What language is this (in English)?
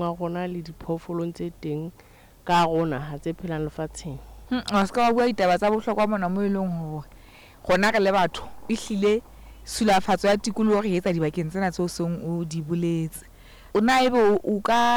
Southern Sotho